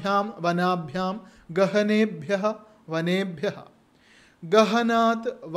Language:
Sanskrit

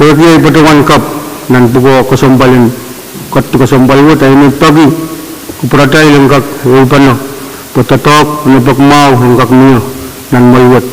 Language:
Pohnpeian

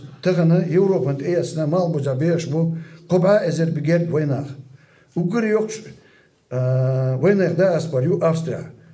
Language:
Chechen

